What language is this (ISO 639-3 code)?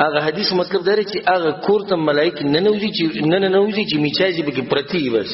pus